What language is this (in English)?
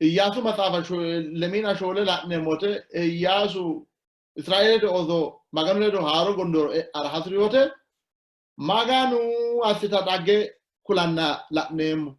Sidamo